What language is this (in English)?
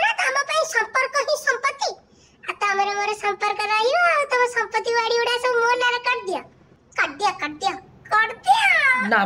Odia